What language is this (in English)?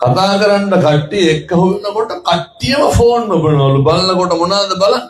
Sinhala